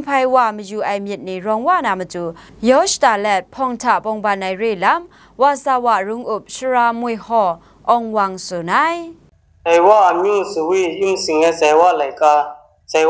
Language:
Kachin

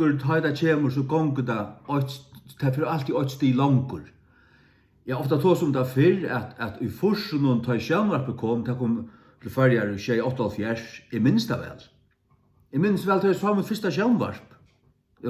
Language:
Faroese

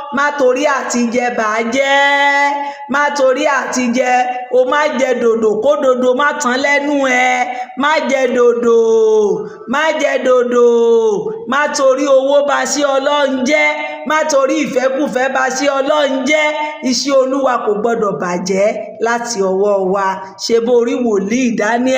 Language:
Yoruba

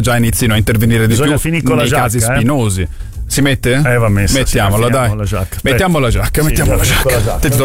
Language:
Italian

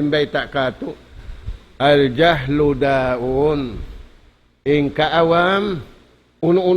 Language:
Tausug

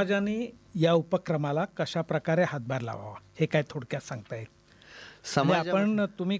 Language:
Marathi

